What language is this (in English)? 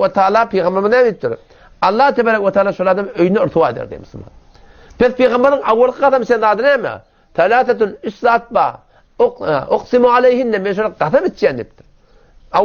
Turkmen